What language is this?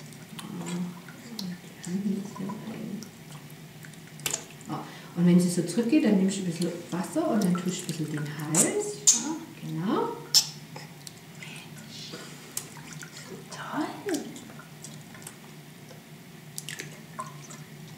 German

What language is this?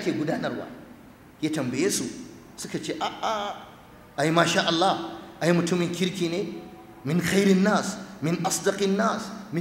Hausa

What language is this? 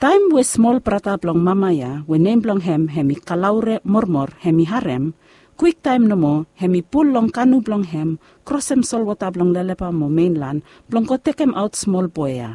Bislama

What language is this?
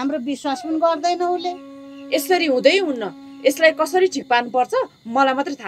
Nepali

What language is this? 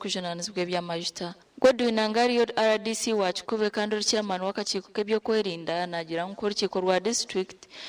Nyankole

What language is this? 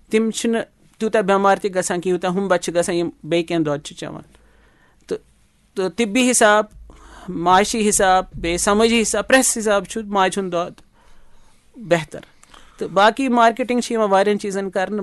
Kashmiri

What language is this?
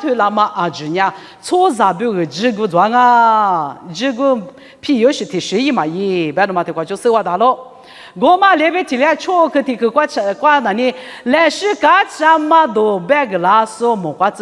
Lisu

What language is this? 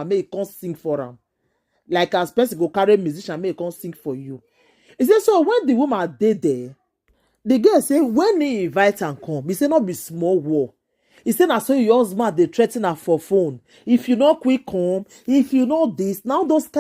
Nigerian Pidgin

